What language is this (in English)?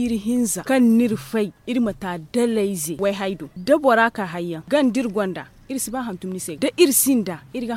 Zarma